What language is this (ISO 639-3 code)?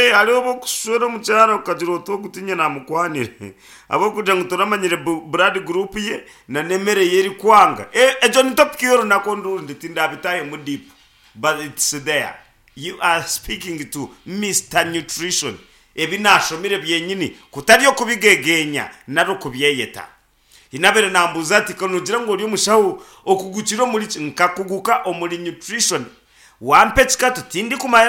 nyn